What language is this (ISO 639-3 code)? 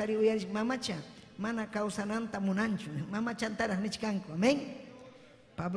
quy